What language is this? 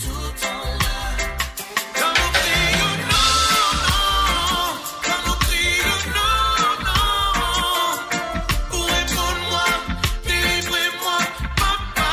Morisyen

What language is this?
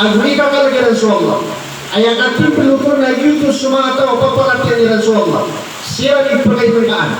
Maranao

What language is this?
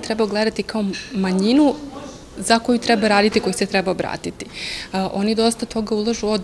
Serbian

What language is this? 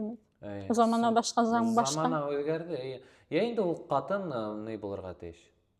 Bashkir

